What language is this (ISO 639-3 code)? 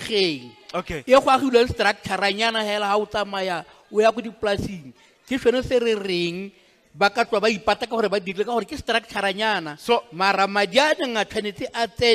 tsn